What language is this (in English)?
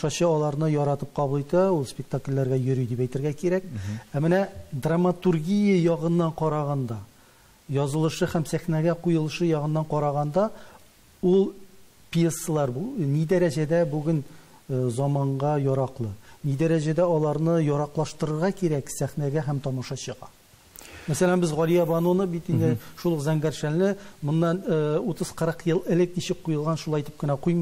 Tatar